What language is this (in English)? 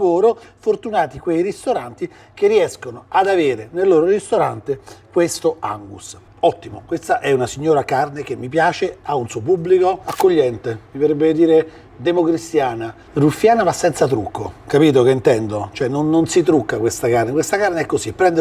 Italian